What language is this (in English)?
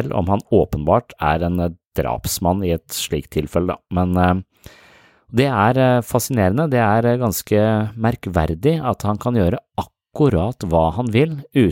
Norwegian